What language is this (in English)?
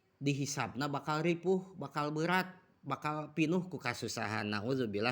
Sundanese